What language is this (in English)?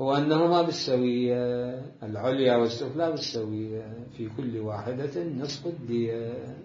Mesopotamian Arabic